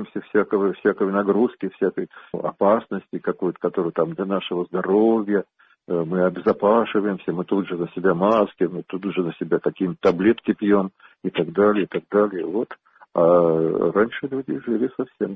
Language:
Russian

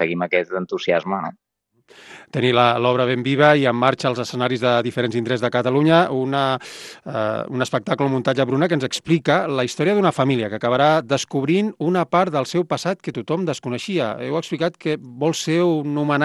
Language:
Catalan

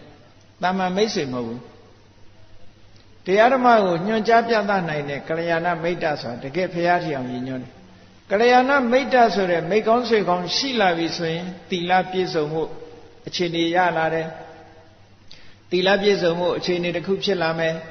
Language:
Burmese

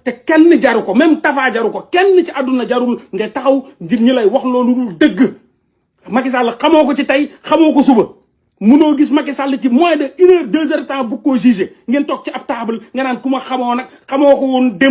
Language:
Wolof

